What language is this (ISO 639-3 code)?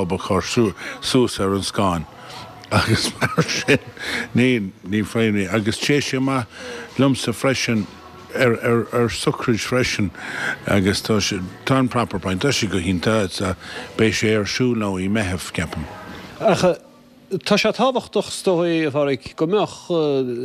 gle